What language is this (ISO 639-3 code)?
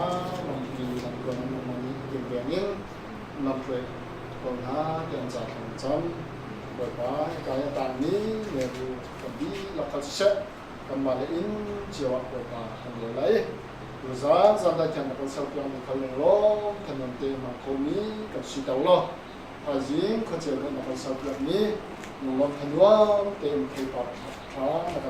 cnh